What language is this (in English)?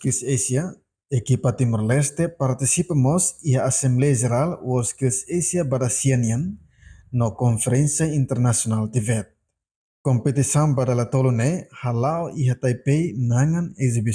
Tetum